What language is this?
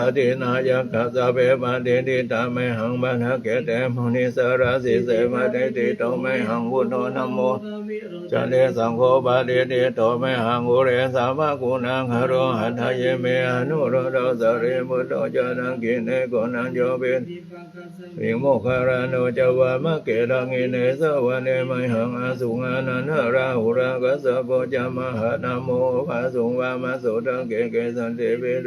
Pali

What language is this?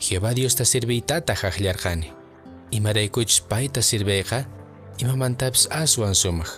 Quechua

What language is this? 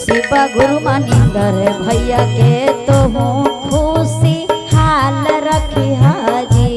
Magahi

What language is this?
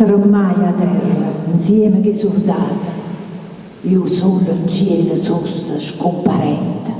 Neapolitan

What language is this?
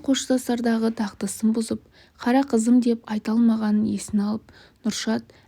Kazakh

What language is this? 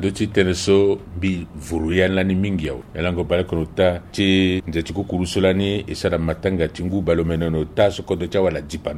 Sango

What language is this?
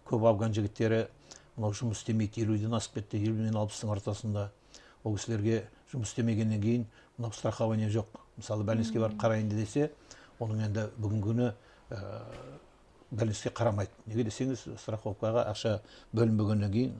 Kazakh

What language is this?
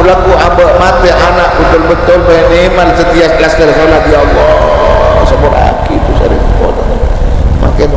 Madurese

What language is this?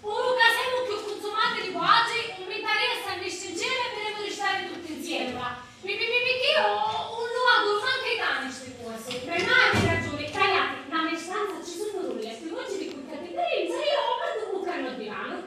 Sicilian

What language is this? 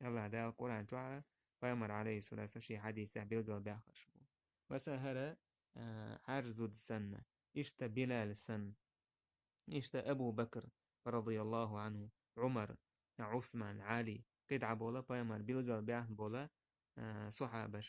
Chechen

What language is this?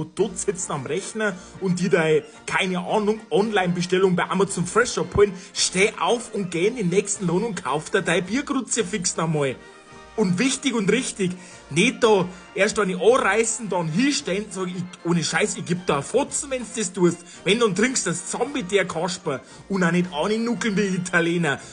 Bavarian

